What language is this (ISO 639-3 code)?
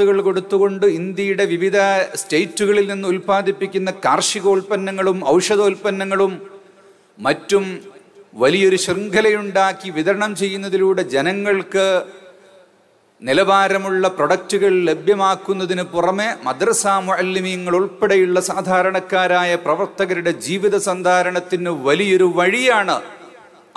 mal